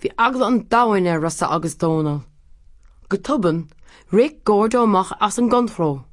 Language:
Irish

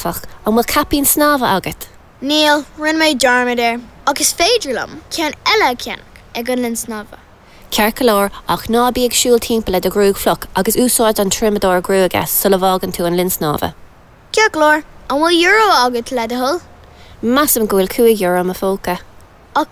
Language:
Irish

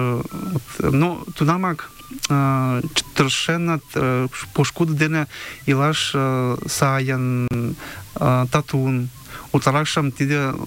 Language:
Mari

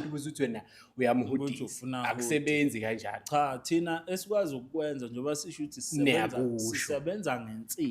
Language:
Zulu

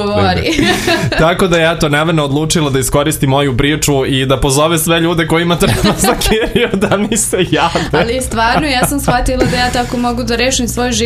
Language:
Serbian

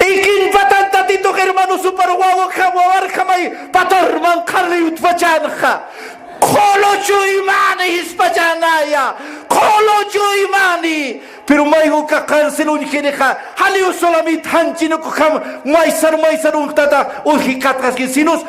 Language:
Aymara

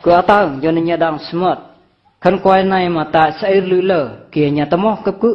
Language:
Eastern Bru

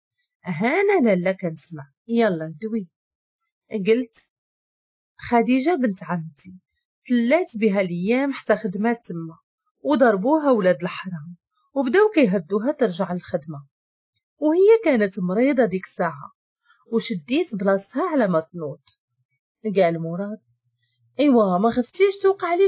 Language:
Moroccan Arabic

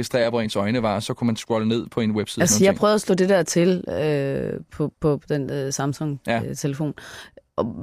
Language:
Danish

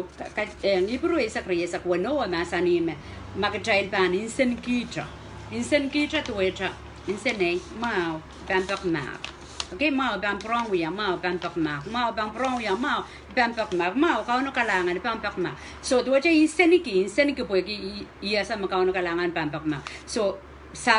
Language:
Pohnpeian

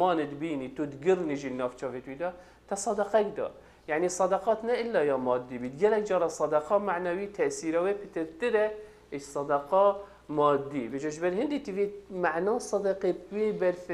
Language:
Kurdish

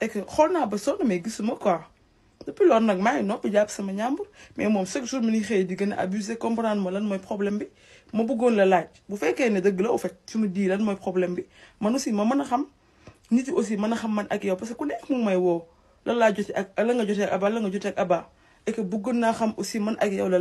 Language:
Wolof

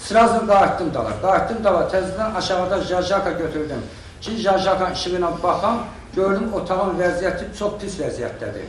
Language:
Azerbaijani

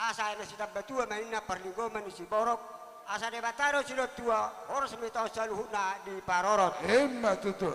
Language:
Batak Toba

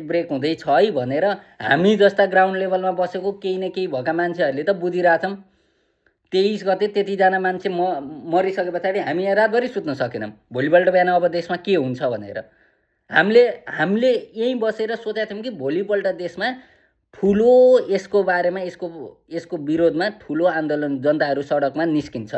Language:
Nepali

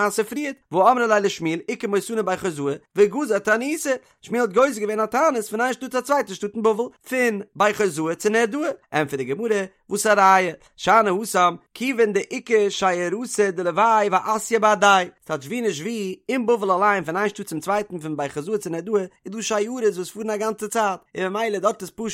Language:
Yiddish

